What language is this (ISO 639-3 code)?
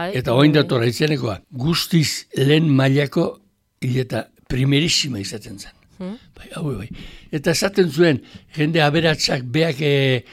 eus